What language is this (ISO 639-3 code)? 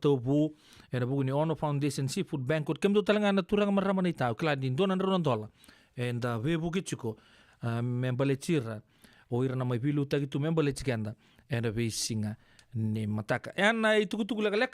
fij